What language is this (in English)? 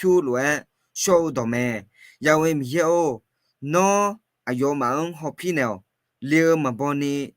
Akha